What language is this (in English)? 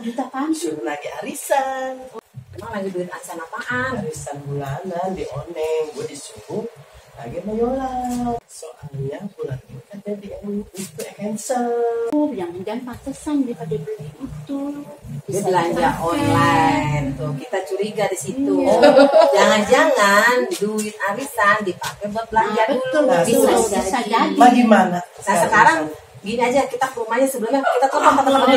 Betawi